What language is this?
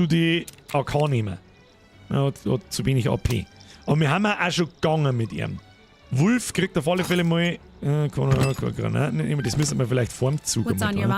Bavarian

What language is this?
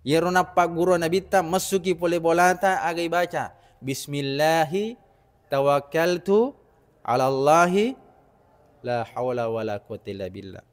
Buginese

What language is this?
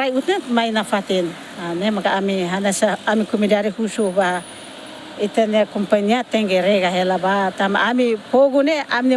Tetum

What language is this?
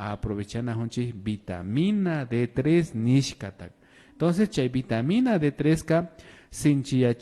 Imbabura Highland Quichua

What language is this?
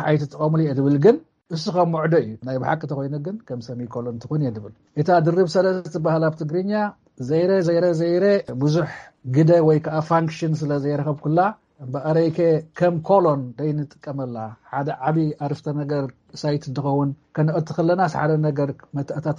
Tigrinya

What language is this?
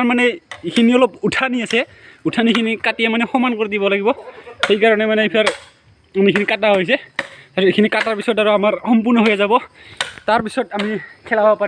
Assamese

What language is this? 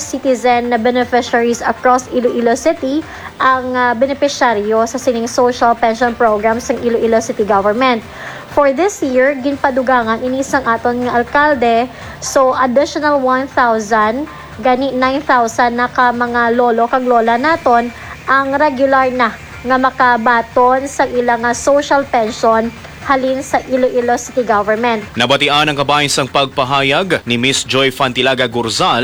Hiligaynon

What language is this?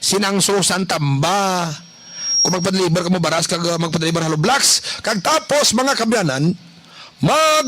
Hiligaynon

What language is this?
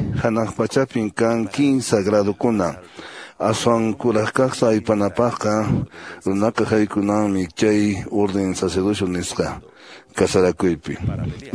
Quechua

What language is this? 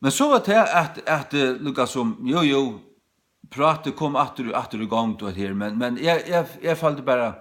Faroese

